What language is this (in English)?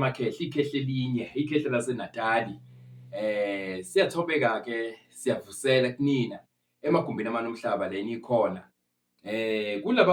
Zulu